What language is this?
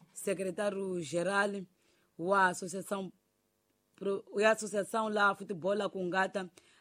Tsonga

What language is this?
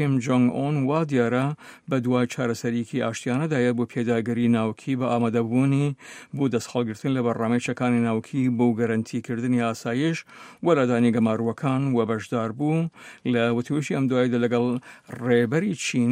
Central Kurdish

